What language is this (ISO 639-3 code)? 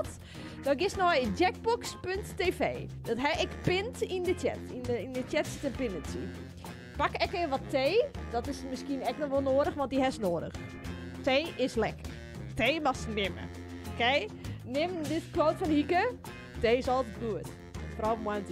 fry